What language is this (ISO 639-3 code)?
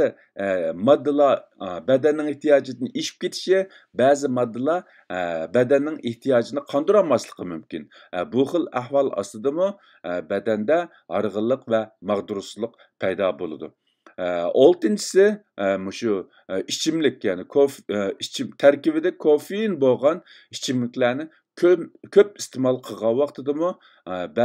uig